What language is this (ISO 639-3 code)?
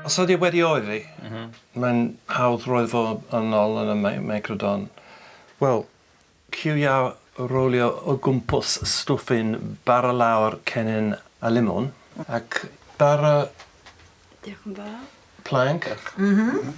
cym